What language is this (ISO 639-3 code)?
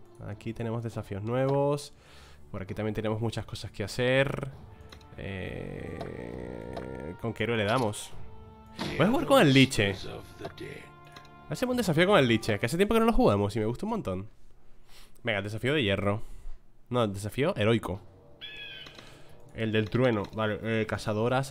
spa